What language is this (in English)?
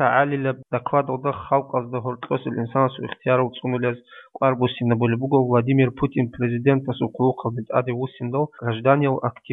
Avaric